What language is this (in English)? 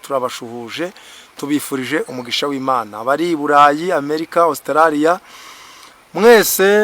Kinyarwanda